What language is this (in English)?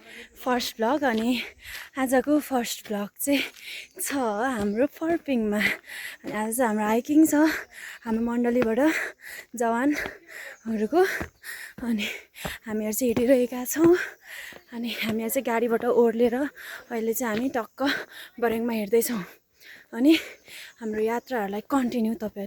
Nepali